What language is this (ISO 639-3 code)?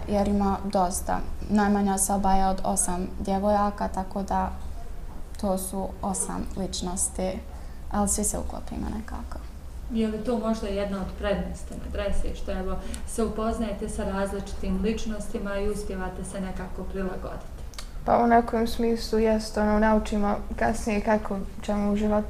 bos